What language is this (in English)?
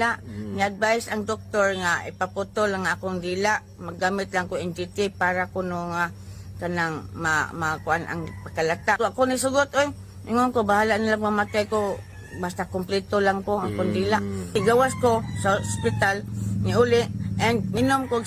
Cebuano